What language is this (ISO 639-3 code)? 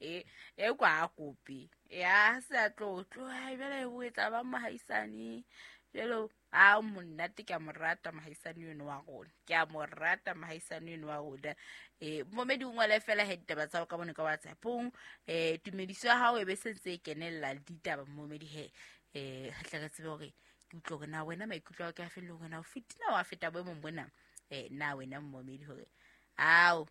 sot